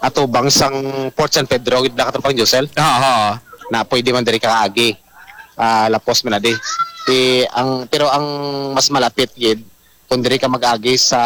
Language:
Hiligaynon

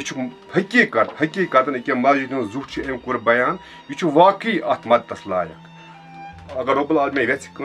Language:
Kashmiri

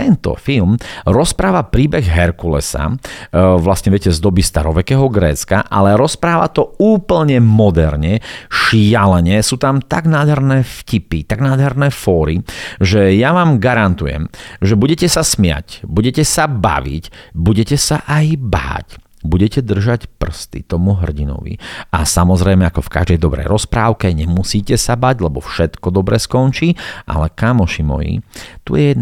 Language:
Slovak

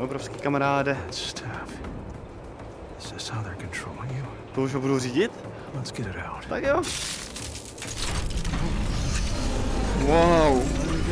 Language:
Czech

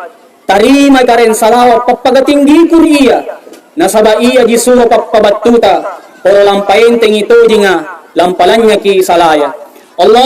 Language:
Makasar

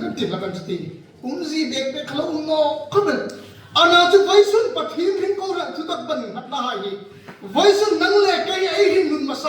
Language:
Hmar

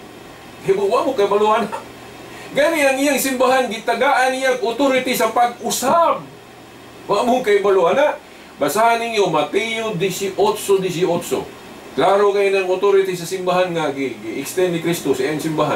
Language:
Cebuano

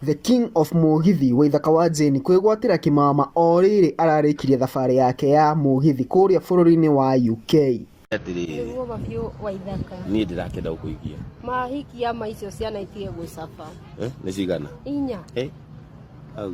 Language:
Kikuyu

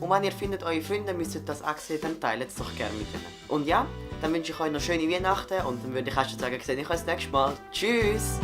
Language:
Swiss German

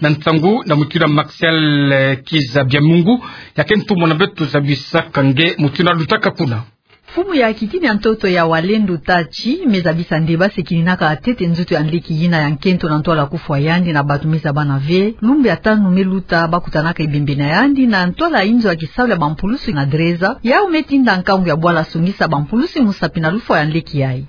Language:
Kituba (Democratic Republic of Congo)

